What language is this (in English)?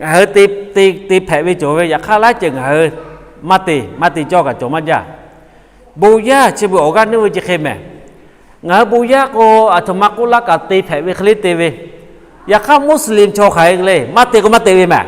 Lahu